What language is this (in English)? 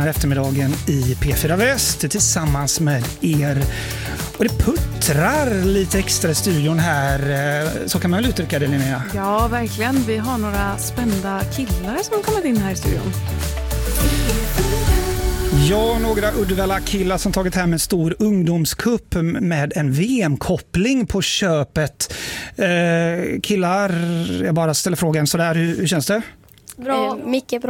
Swedish